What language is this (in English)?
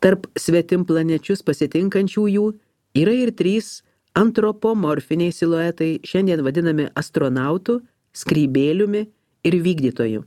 Lithuanian